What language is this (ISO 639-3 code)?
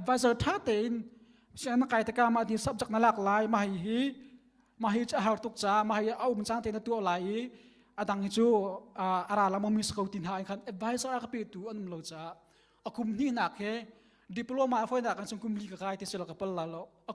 cnh